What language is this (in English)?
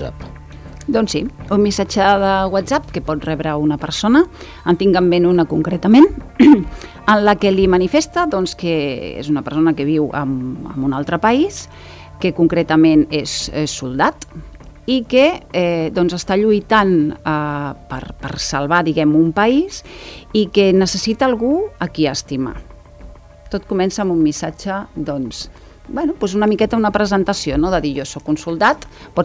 Catalan